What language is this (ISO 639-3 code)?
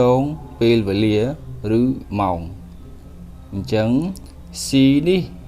khm